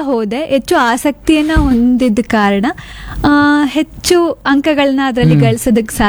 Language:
Kannada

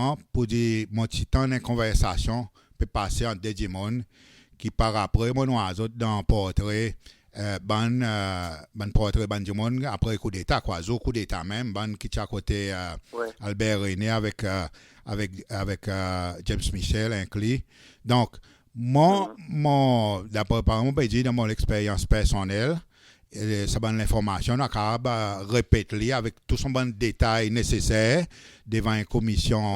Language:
Seselwa Creole French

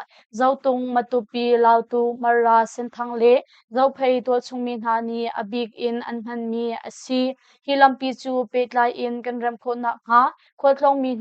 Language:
Hakha Chin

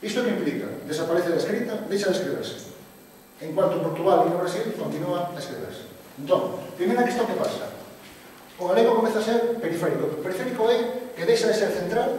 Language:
Galician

